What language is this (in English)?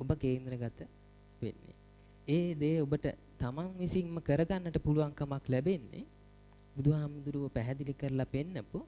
Sinhala